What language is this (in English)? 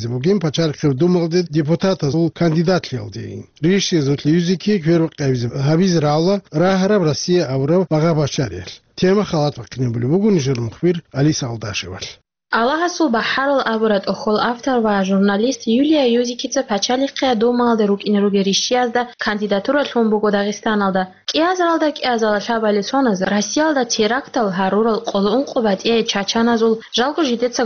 Avaric